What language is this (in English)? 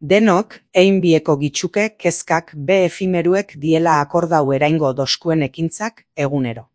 Basque